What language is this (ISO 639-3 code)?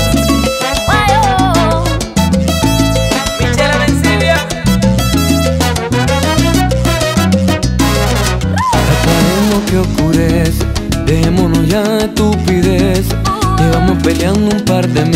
spa